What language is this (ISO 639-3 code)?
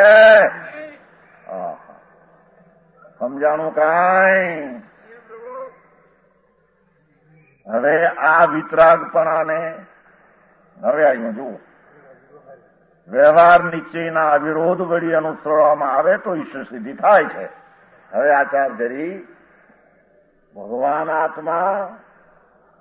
guj